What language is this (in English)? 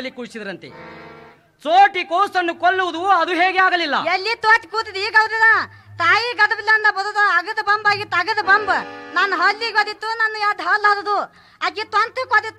Kannada